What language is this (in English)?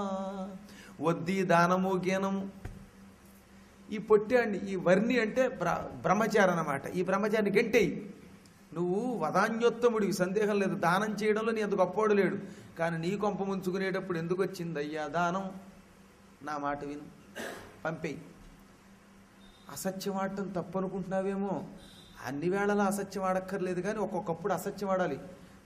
Telugu